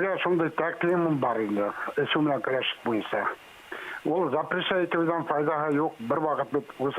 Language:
Bashkir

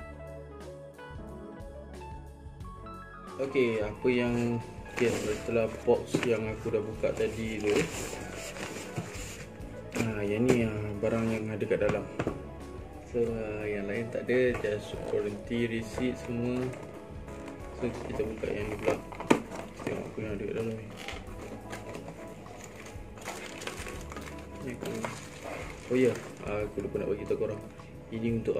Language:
Malay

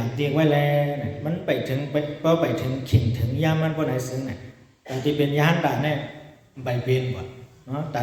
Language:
Shan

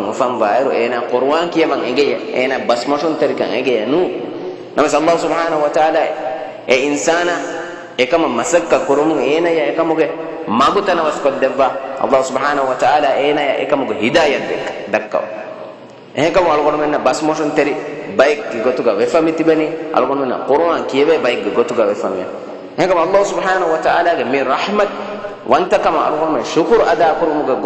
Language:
Divehi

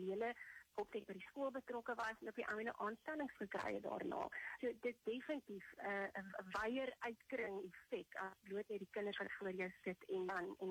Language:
Afrikaans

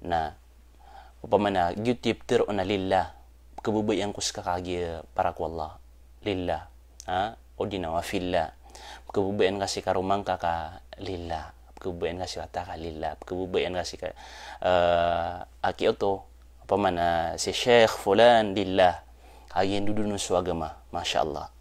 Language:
Maranao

